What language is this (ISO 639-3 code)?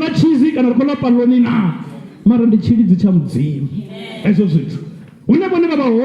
ven